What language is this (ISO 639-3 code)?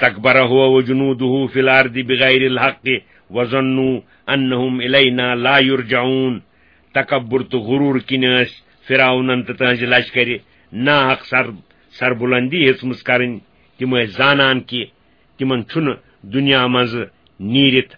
kas